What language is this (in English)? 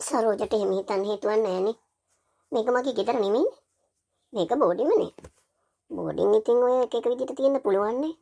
Sinhala